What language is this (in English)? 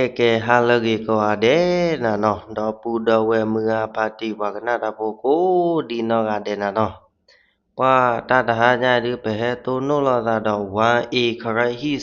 S'gaw Karen